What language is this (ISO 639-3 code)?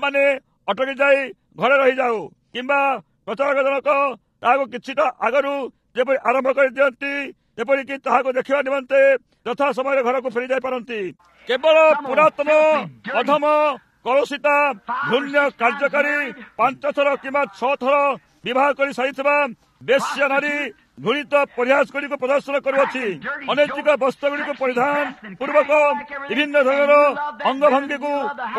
ori